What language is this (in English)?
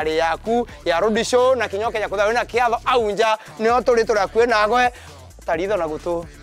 Meru